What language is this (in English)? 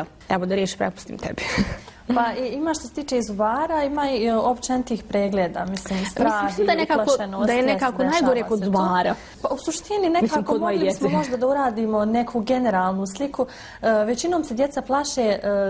Bosnian